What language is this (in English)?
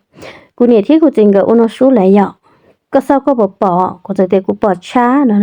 Hmong